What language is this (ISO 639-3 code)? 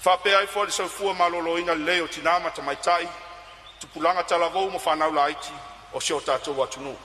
smo